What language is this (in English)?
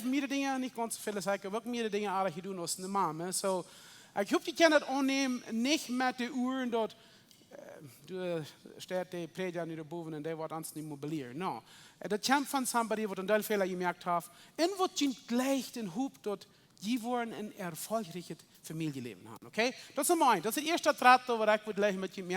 Plautdietsch